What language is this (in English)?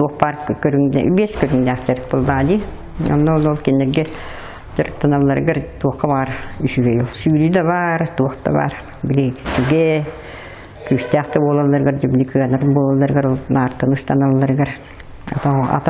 Yakut